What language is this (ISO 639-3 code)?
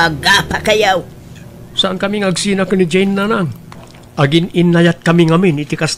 ilo